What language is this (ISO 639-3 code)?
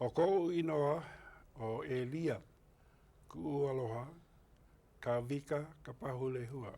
haw